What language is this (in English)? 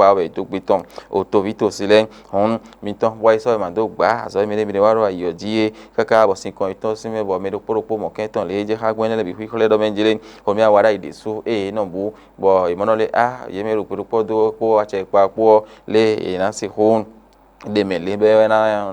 Fon